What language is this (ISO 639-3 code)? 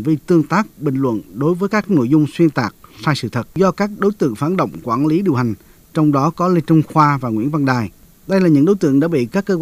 vie